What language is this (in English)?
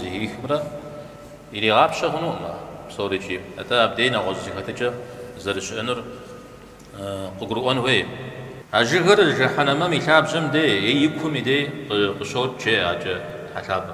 Kabardian